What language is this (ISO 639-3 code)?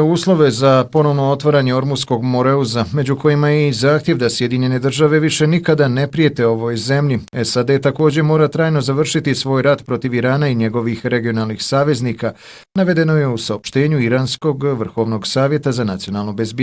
bos